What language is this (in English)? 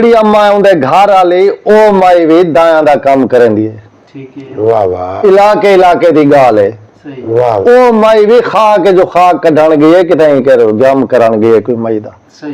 Saraiki